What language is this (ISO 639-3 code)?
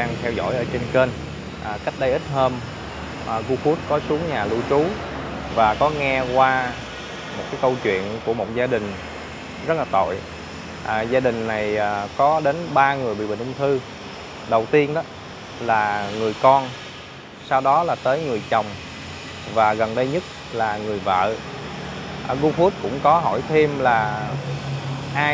vie